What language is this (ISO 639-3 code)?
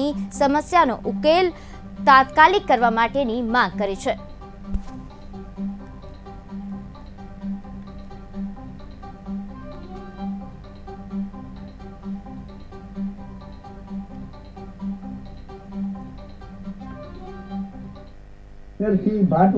guj